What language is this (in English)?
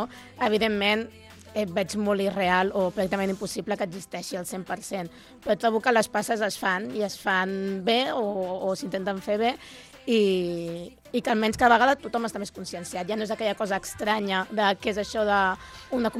Catalan